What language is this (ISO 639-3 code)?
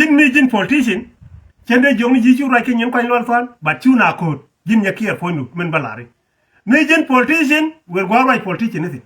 nus